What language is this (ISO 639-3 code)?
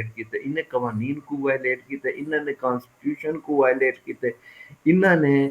skr